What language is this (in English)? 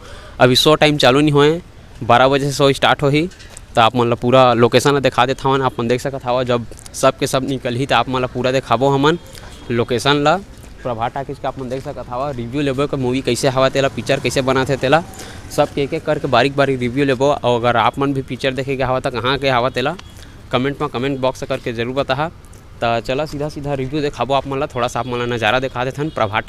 Chhattisgarhi